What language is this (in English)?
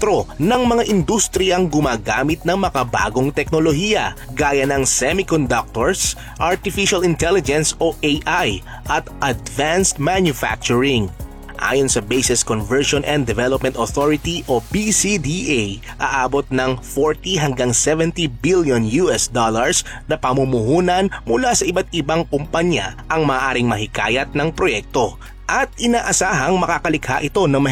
Filipino